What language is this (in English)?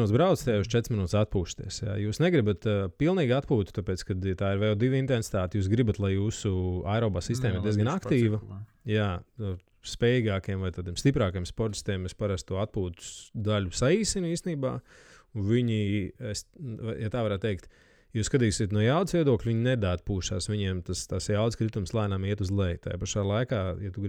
Latvian